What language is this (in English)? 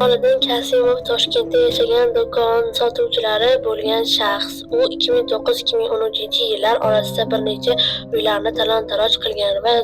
Uzbek